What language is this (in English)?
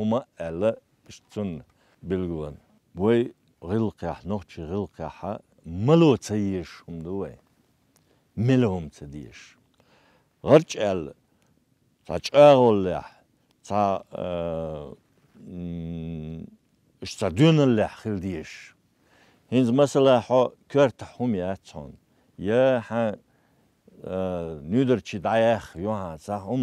Chechen